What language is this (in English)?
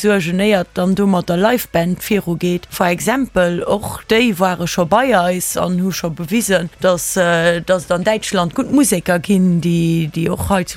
Luxembourgish